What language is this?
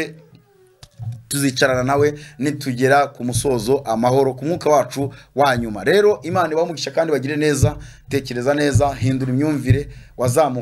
Kinyarwanda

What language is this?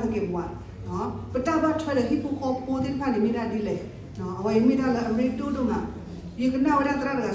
S'gaw Karen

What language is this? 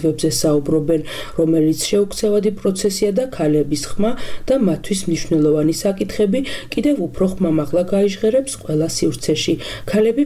Georgian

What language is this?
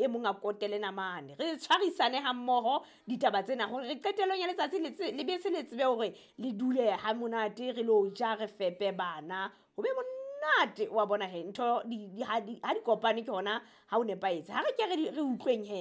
Southern Sotho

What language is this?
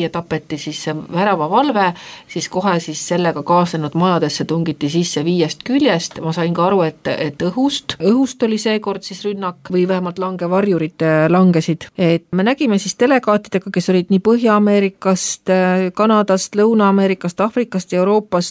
Estonian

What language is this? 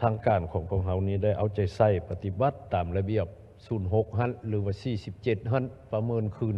Lao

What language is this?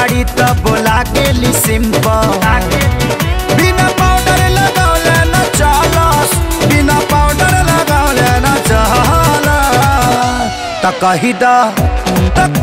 Bhojpuri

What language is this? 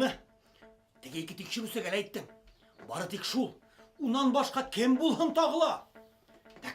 Bashkir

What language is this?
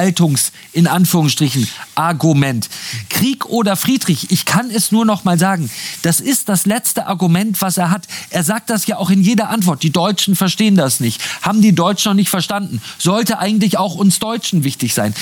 German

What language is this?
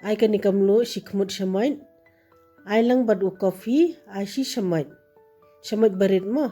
Khasi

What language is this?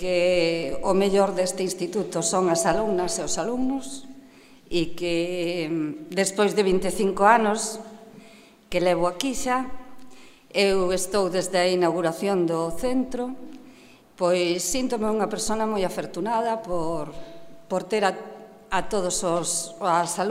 Galician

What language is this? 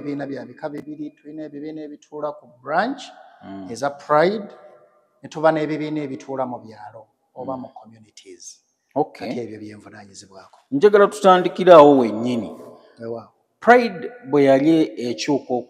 Ganda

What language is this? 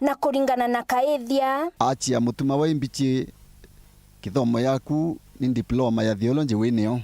Meru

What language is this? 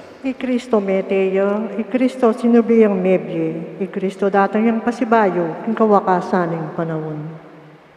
Pampanga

